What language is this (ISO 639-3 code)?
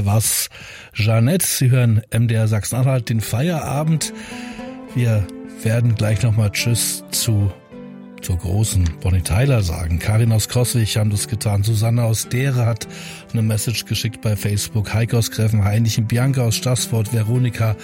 deu